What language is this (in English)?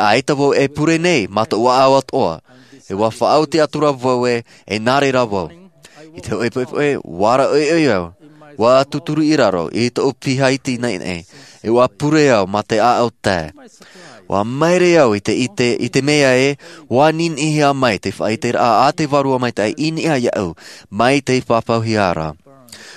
Tahitian